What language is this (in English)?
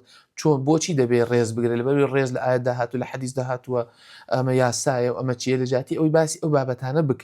Central Kurdish